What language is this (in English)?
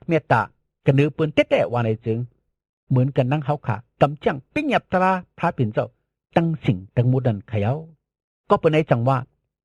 Shan